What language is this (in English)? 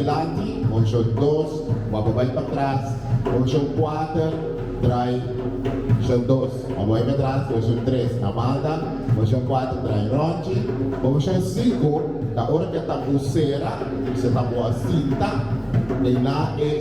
Papiamento